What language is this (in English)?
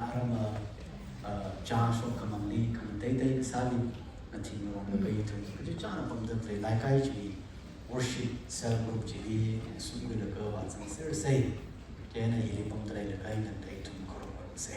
Tangkhul Naga (India)